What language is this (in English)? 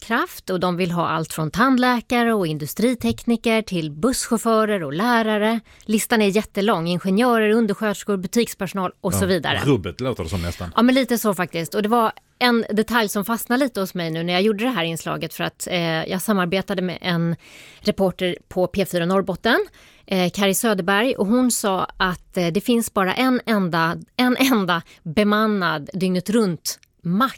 Swedish